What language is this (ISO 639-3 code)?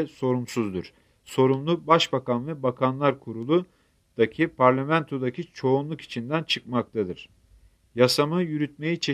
tur